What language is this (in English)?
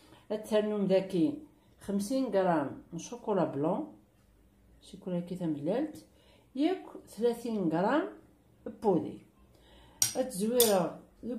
Kabyle